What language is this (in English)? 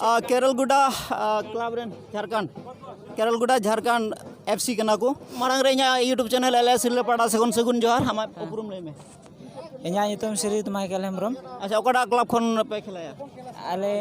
Santali